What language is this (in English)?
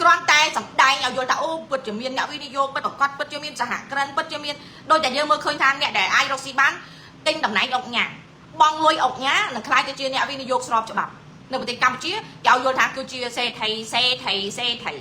Khmer